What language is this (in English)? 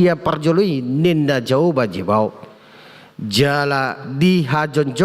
Batak Toba